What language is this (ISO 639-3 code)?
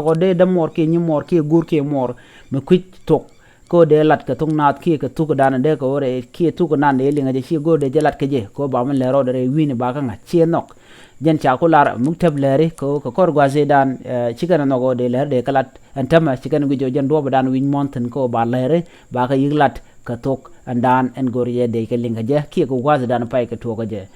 nus